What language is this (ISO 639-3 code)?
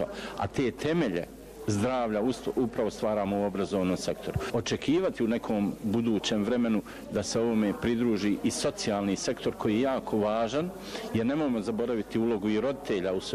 bos